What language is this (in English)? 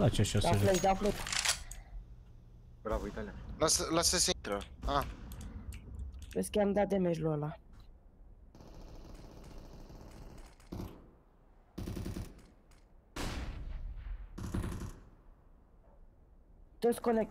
Romanian